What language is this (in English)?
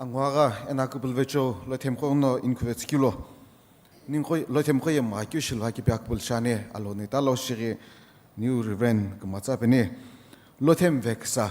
Sumi Naga